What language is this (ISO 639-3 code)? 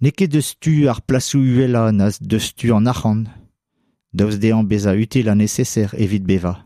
bre